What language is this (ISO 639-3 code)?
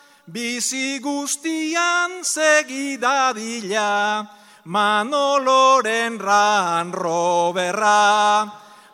eus